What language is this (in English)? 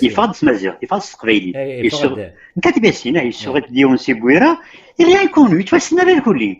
Kabyle